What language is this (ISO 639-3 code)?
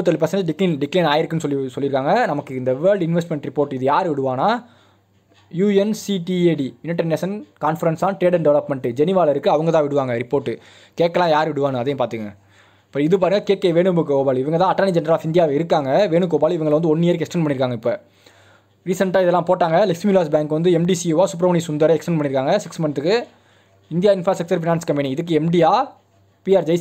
tam